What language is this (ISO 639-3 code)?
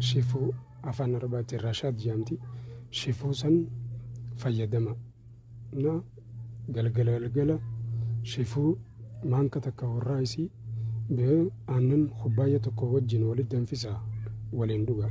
orm